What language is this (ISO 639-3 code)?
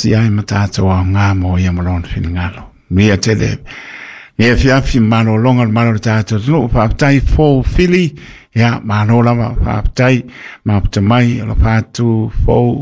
smo